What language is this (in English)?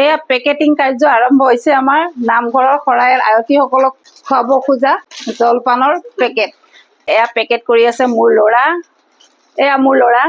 Assamese